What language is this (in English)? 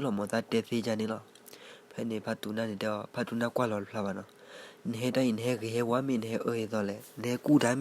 S'gaw Karen